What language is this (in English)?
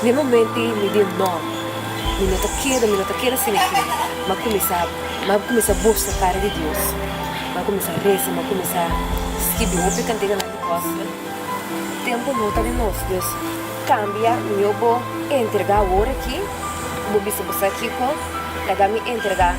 Papiamento